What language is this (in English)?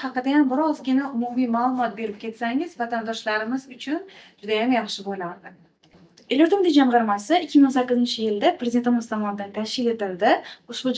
Uzbek